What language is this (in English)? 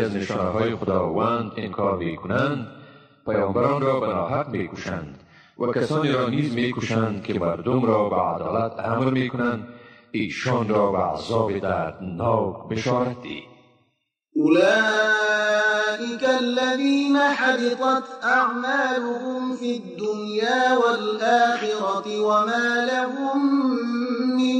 Tajik